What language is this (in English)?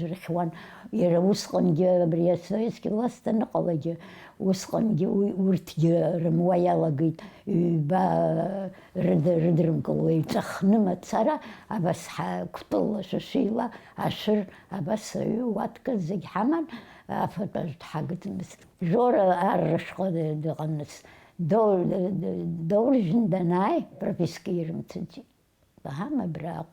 Abkhazian